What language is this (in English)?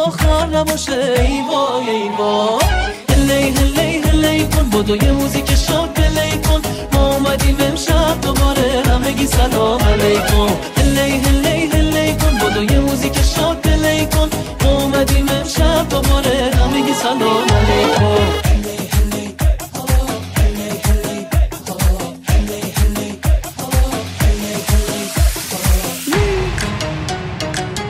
Persian